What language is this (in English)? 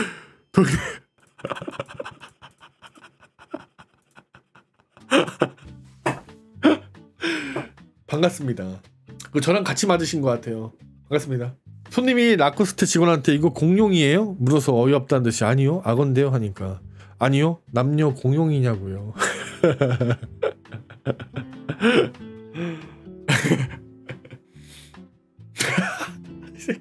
Korean